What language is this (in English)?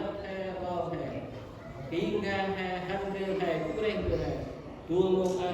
Central Mnong